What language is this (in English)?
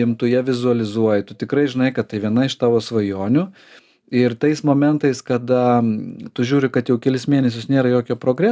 Lithuanian